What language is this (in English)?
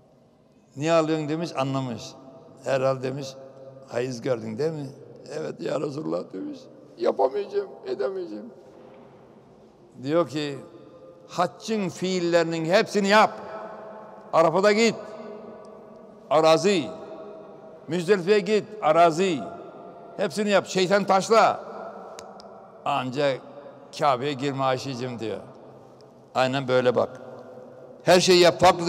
Turkish